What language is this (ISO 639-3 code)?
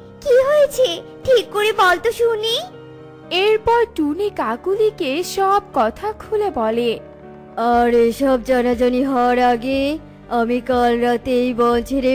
ben